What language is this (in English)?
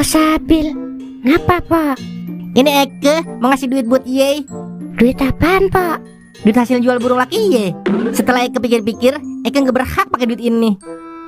Betawi